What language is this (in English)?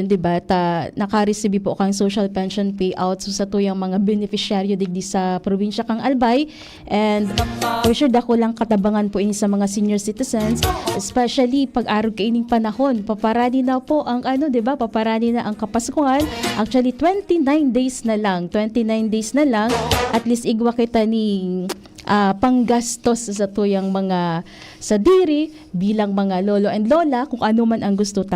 Bikol